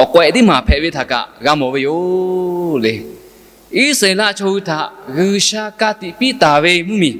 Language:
Lahu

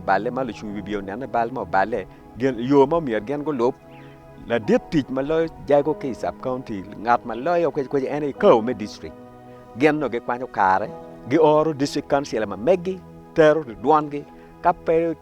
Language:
Acoli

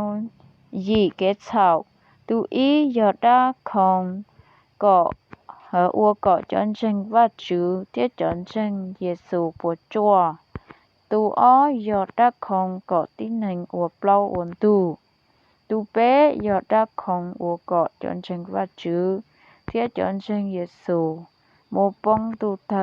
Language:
Hmong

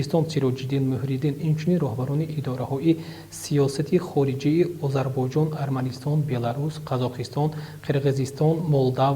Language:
Tajik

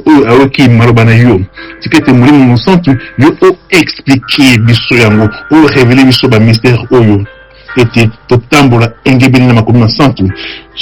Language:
Lingala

